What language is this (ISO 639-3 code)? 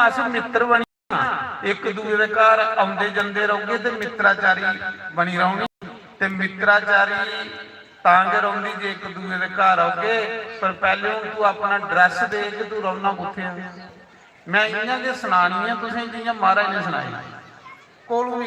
doi